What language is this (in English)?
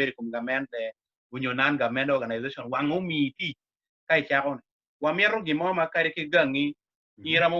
Acoli